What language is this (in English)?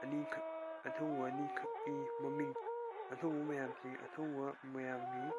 Manipuri